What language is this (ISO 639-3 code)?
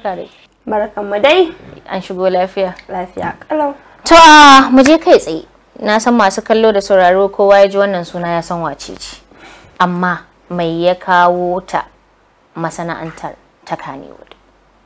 hau